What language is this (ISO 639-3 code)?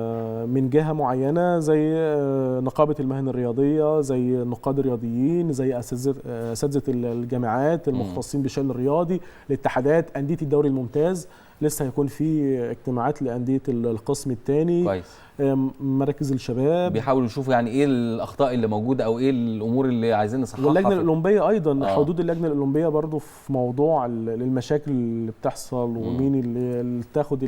arz